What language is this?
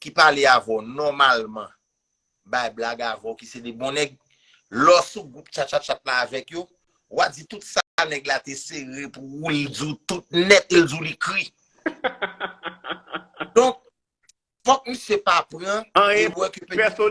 Haitian Creole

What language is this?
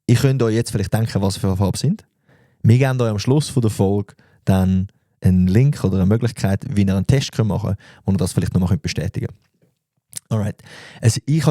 Swiss German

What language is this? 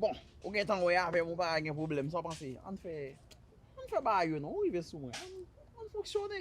Haitian Creole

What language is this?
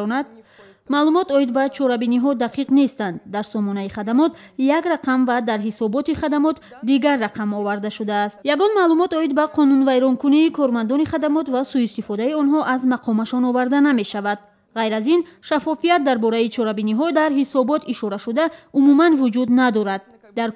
Tajik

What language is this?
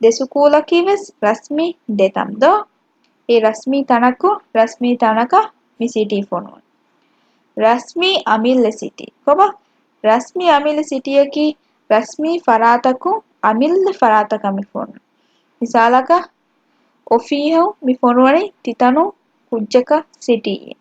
Divehi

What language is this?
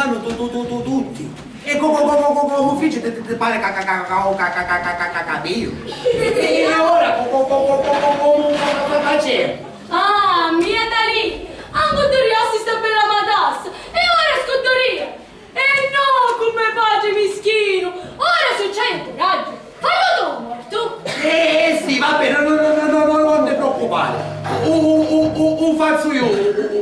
Sicilian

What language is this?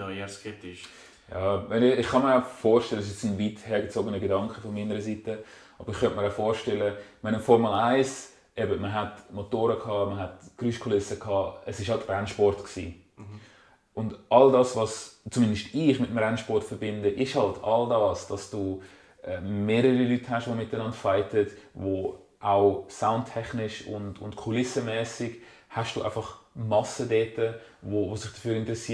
Swiss German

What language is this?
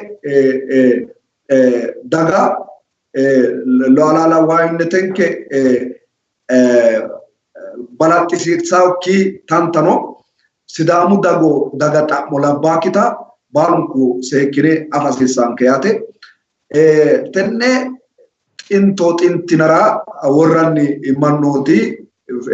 Sidamo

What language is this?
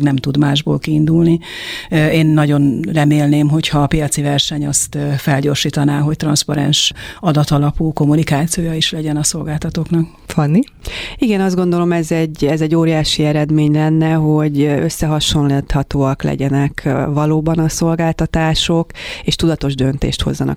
Hungarian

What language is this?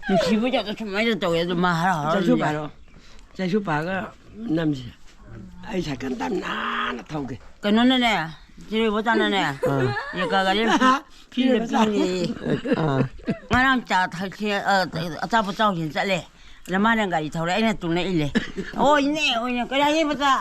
Manipuri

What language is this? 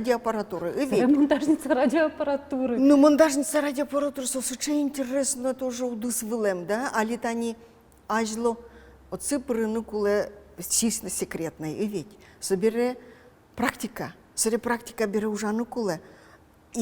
Udmurt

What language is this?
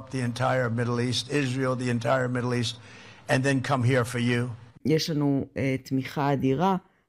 Hebrew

